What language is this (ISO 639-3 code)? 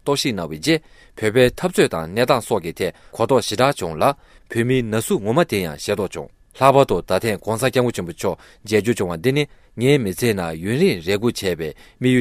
bod